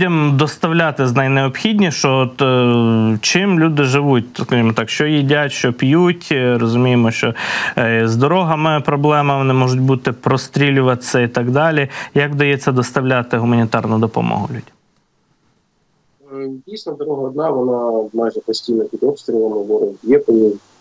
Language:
Ukrainian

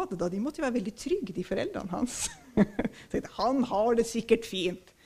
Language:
Norwegian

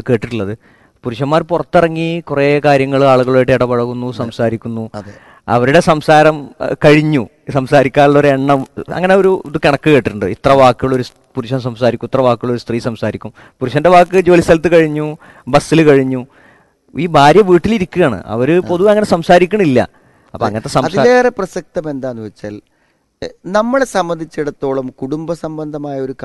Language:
Malayalam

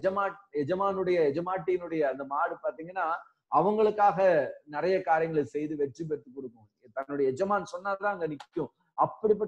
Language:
Tamil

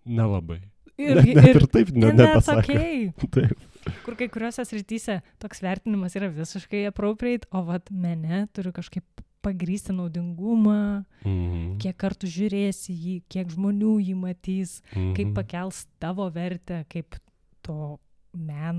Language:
Lithuanian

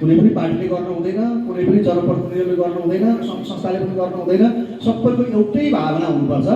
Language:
Nepali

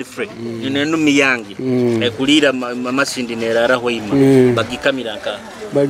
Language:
Nyoro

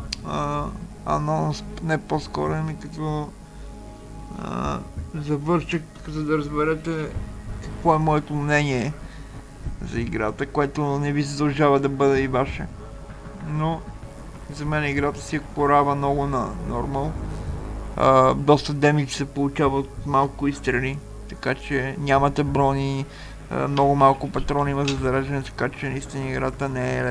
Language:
Bulgarian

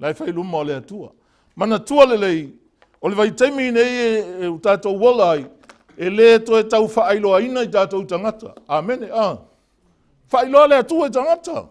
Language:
Samoan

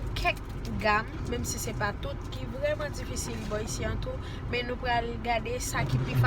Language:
Haitian Creole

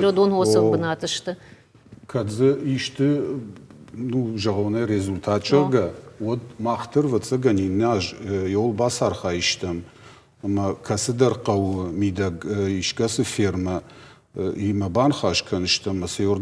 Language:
Ossetic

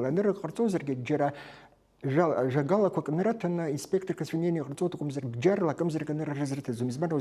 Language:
Abkhazian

